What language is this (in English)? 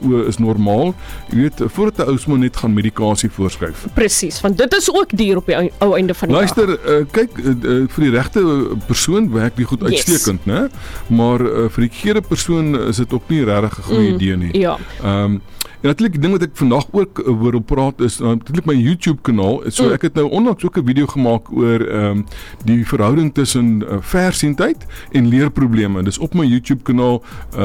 Afrikaans